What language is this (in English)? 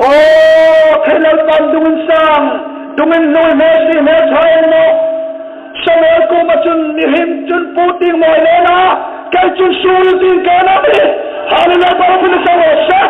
Hmar